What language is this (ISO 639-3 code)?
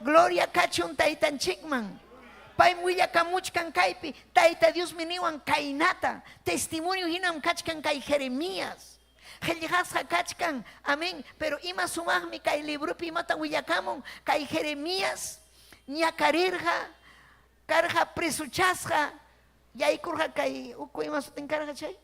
quy